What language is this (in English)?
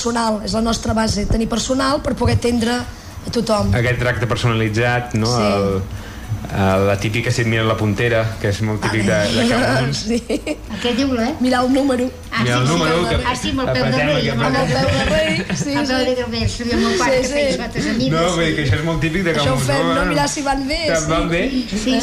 Catalan